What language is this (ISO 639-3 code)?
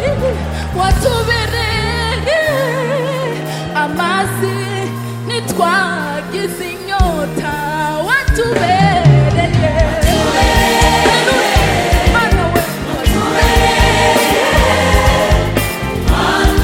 kin